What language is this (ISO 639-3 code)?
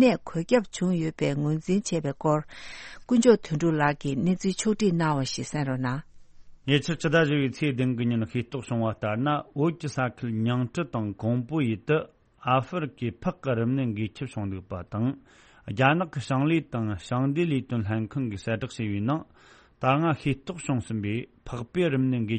bod